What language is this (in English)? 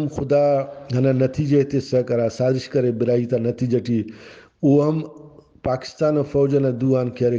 Brahui